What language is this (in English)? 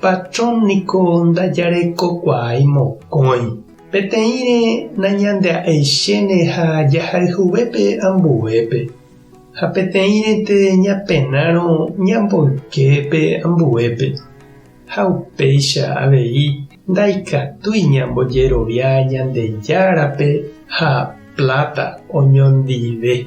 Guarani